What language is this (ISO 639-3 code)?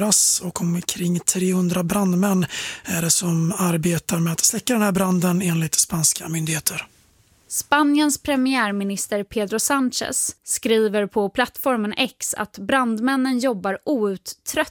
swe